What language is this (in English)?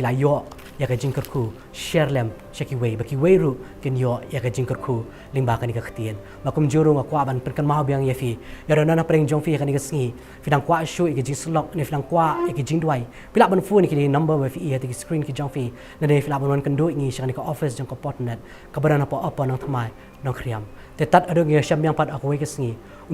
Khasi